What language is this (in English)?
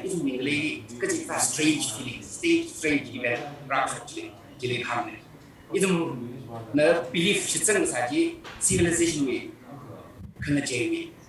Tangkhul Naga (India)